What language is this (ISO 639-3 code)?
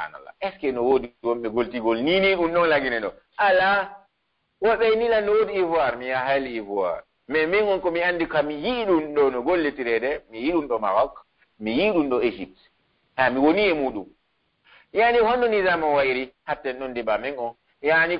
fuf